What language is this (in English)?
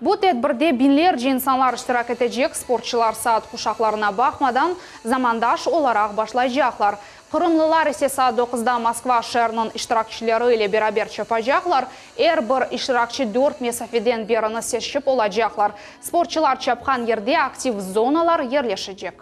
Crimean Tatar